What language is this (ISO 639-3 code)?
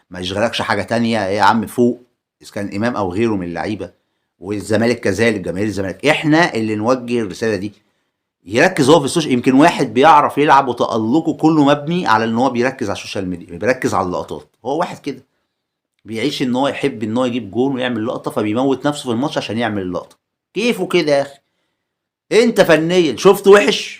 arz